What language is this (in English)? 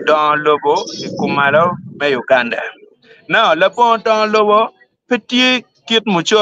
Acoli